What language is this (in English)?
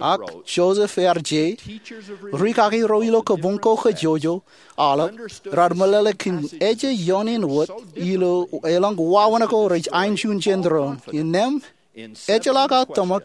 Marshallese